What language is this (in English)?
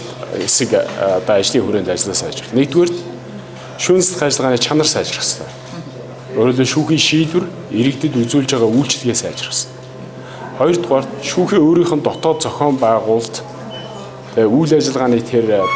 Mongolian